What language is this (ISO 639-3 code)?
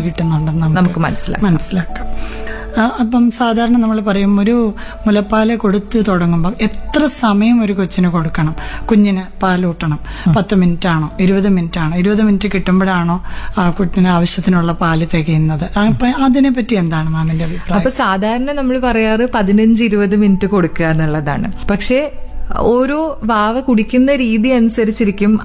mal